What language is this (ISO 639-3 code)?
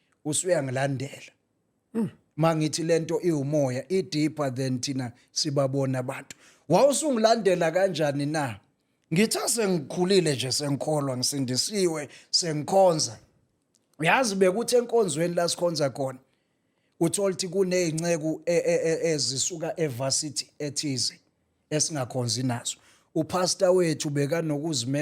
zul